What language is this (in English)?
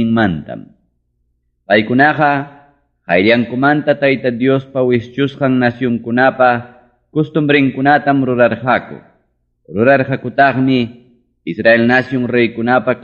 Ayacucho Quechua